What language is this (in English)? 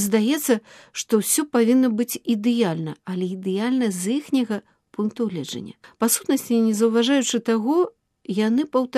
Belarusian